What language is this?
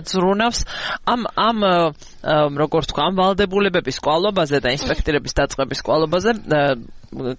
Georgian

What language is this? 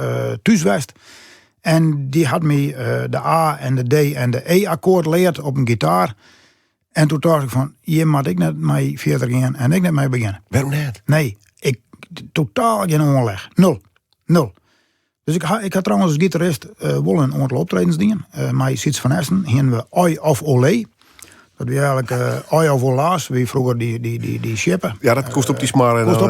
Western Frisian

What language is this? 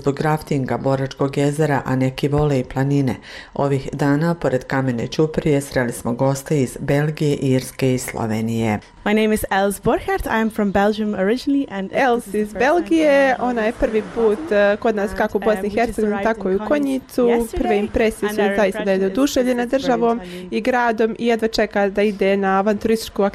Bosnian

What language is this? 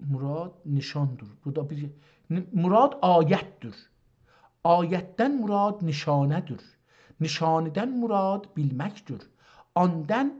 South Azerbaijani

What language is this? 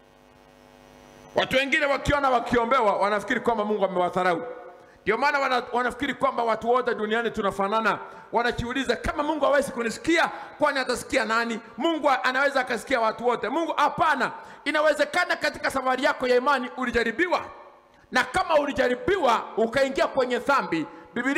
Swahili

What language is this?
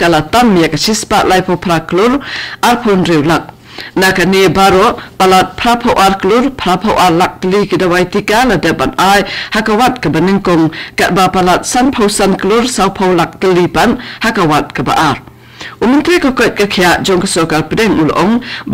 Khasi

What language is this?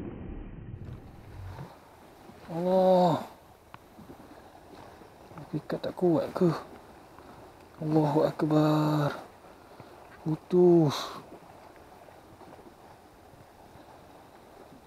Malay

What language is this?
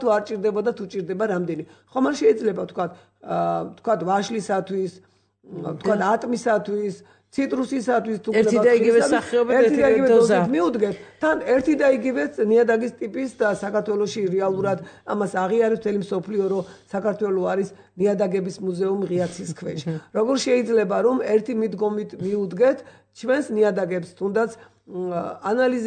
Georgian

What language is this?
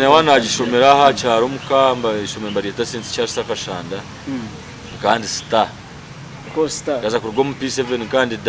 Nyankole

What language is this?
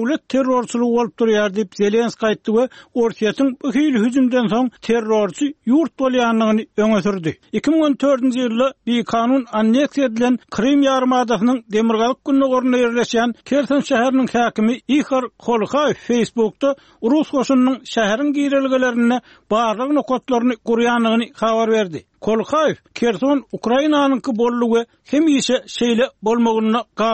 Turkmen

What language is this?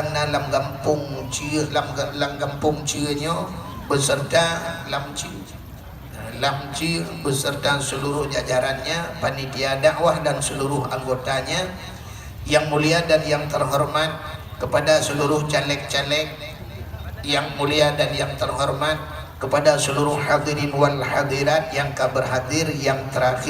Achinese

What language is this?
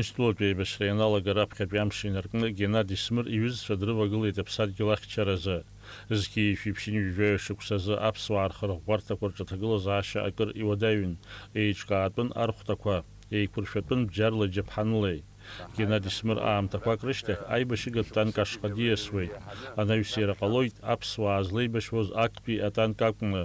Abkhazian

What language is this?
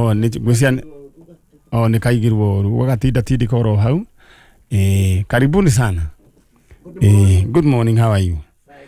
Kikuyu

